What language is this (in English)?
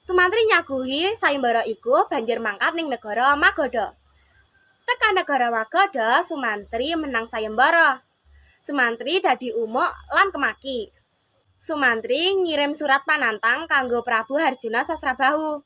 Javanese